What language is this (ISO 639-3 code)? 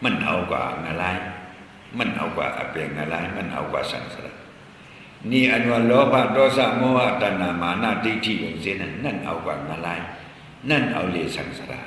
shn